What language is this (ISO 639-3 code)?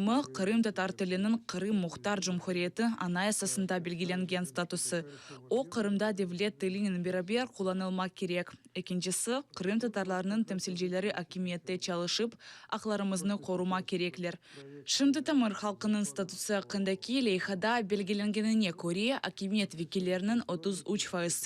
crh